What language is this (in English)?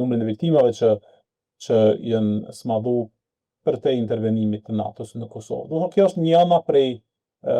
Albanian